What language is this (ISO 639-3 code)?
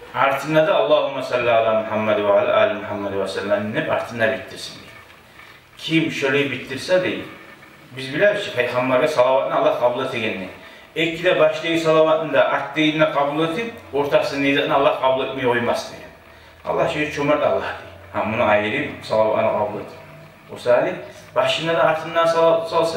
kum